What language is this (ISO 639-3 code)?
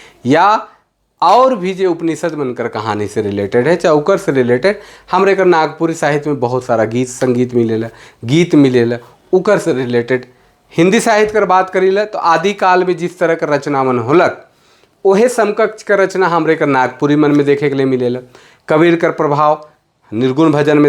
sck